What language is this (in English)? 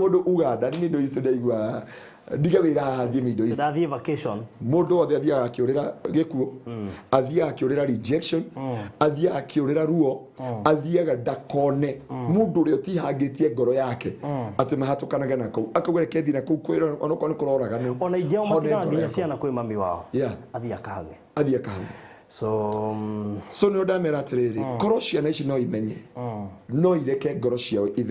Kikuyu